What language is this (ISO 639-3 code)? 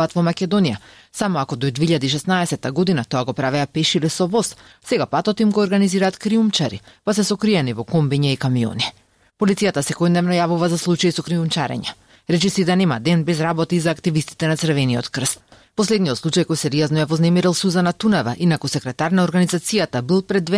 mkd